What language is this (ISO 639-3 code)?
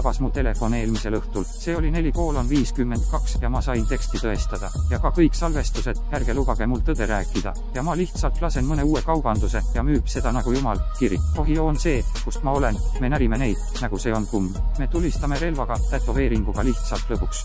est